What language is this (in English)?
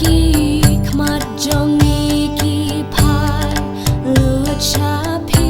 Khasi